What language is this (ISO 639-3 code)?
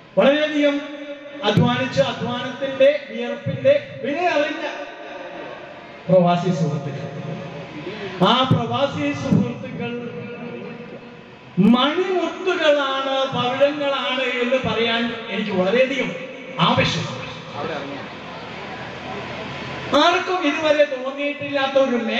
mal